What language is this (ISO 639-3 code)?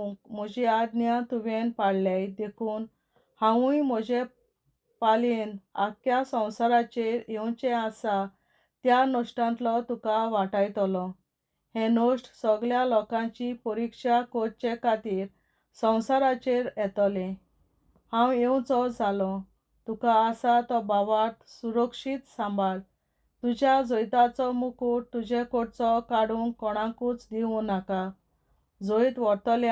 kok